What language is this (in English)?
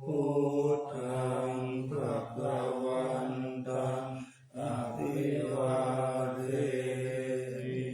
Pali